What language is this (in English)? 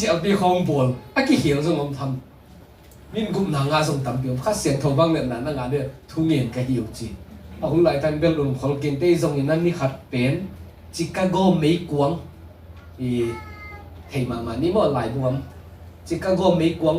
Tedim Chin